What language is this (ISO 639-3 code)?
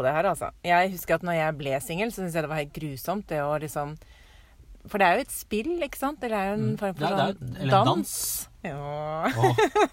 nor